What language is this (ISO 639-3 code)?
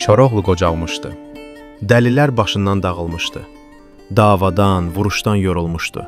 aze